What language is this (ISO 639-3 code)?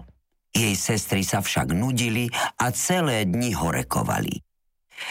slk